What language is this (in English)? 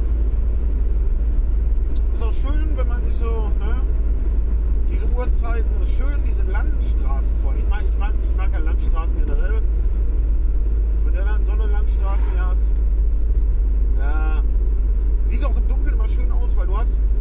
German